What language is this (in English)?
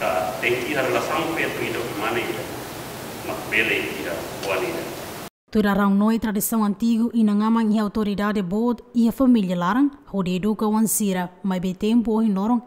Tetum